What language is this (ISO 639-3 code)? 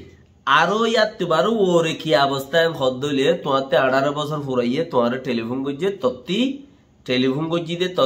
rhg